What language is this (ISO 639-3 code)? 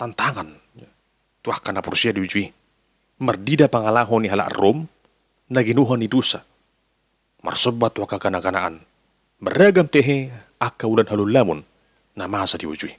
bbc